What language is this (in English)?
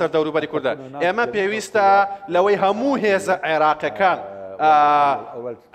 Central Kurdish